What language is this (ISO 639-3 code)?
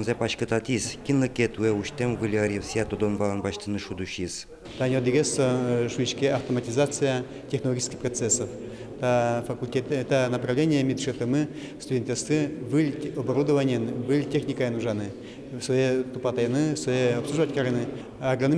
udm